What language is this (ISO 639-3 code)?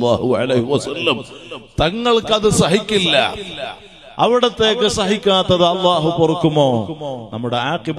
mal